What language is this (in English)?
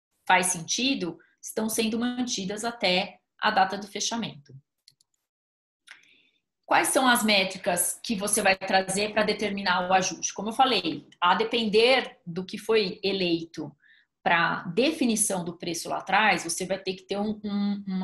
Portuguese